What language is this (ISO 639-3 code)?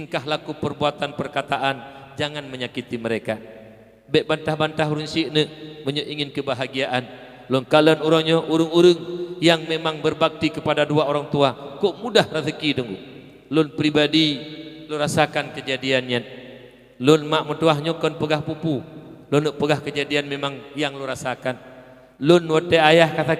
ace